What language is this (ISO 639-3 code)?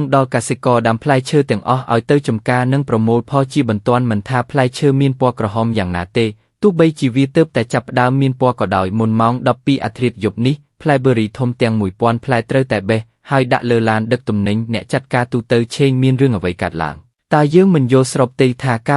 khm